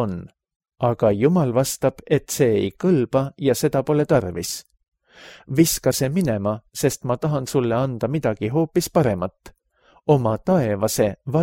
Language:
Estonian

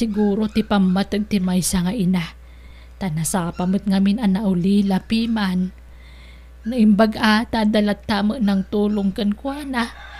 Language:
Iloko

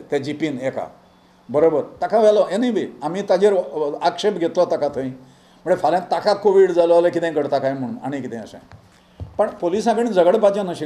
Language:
Konkani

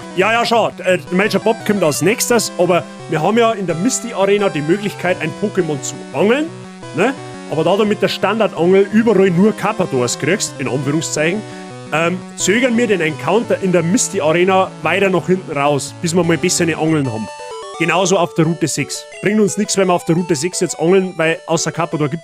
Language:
Bavarian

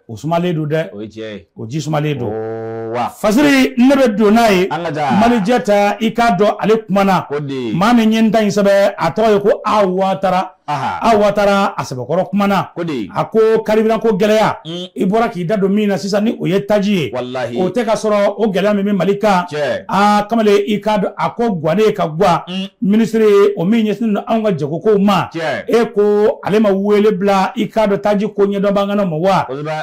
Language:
Bambara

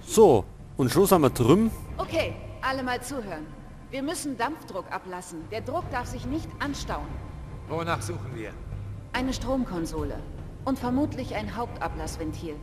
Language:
Bavarian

